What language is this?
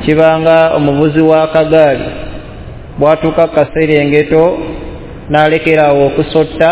Ganda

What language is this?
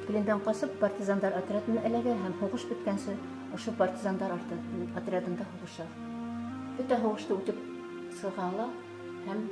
Bashkir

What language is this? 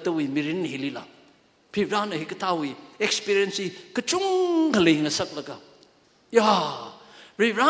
Tangkhul Naga (India)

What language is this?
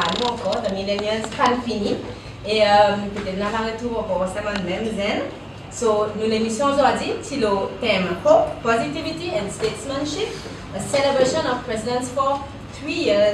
Seselwa Creole French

